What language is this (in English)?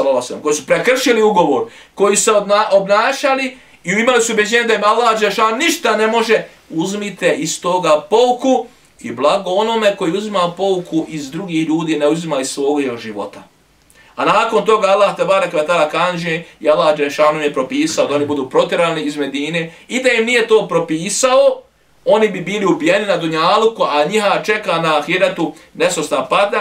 Bosnian